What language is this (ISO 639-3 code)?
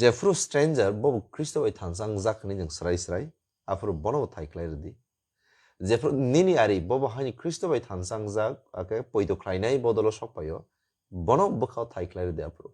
trp